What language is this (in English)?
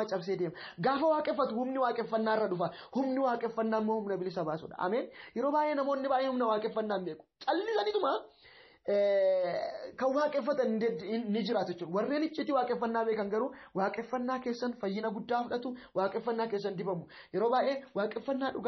Oromo